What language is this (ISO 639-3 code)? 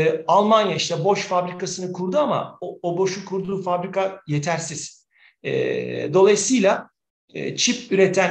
tur